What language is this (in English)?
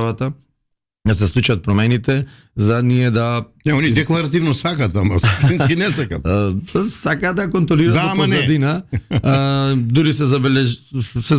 Macedonian